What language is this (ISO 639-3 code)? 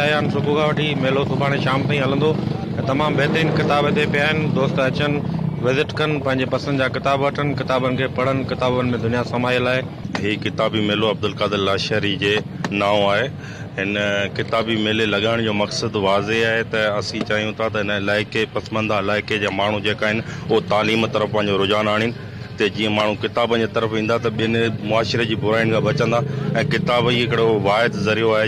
snd